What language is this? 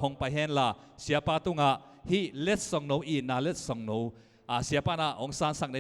Tedim Chin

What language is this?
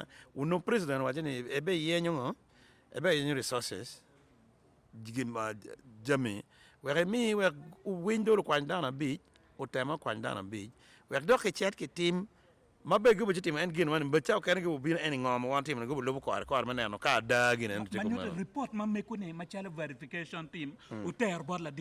Acoli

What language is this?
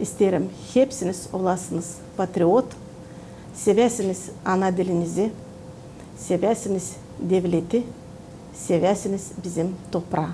Gagauz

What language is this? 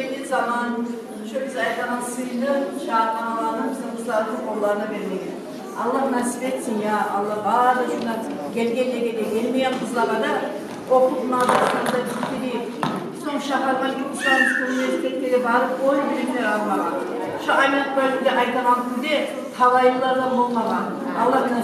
Kumyk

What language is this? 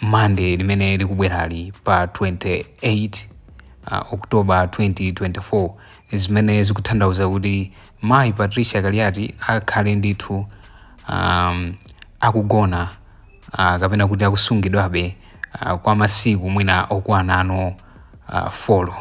Nyanja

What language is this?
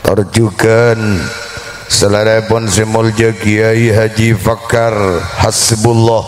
Madurese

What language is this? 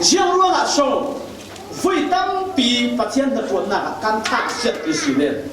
Falam Chin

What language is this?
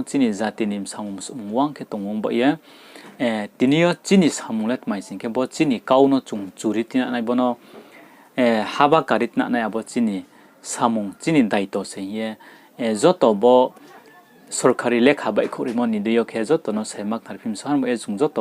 Riang (India)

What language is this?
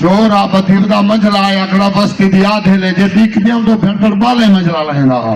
Saraiki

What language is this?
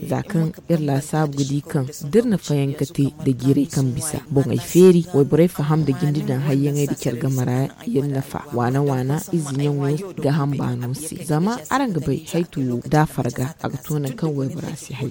Zarma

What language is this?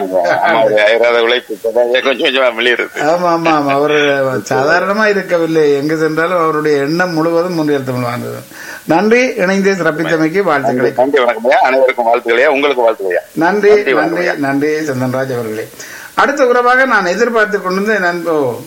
Tamil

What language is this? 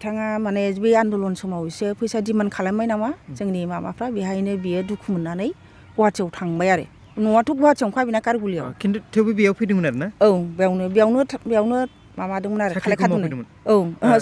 Bodo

